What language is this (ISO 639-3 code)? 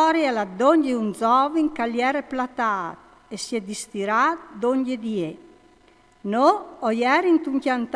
fur